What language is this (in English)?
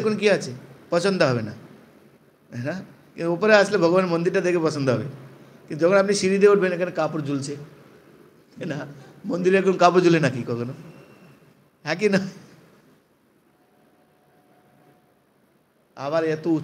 Bangla